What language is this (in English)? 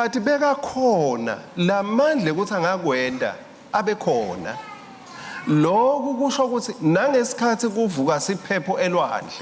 Swati